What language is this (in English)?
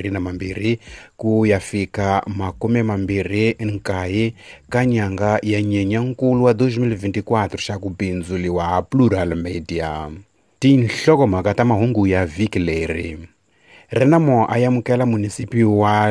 Tsonga